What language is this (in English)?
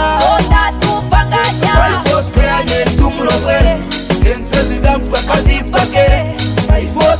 Swahili